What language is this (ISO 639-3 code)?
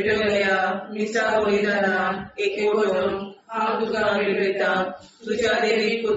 kok